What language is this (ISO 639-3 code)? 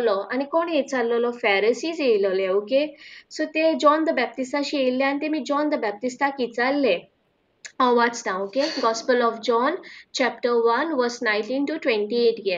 kok